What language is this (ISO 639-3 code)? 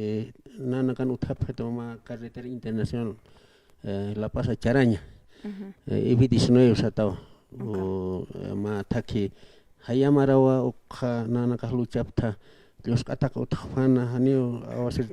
aym